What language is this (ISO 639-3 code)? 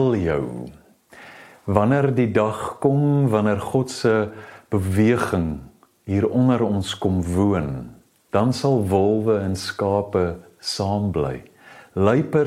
afr